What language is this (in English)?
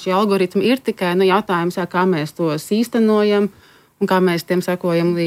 Latvian